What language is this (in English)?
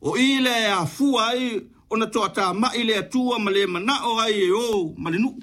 Samoan